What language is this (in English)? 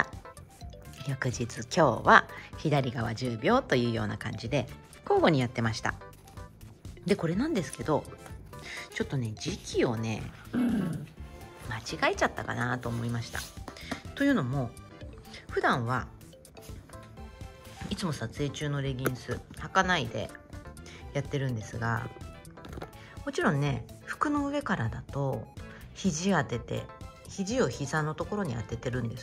Japanese